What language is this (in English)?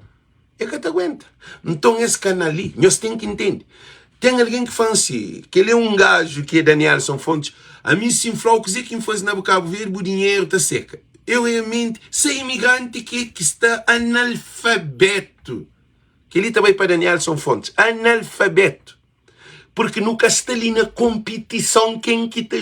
Kabuverdianu